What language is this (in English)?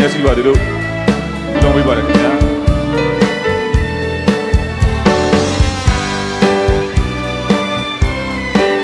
Burmese